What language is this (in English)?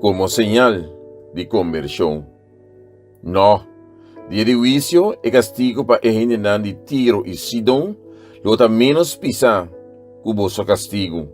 Papiamento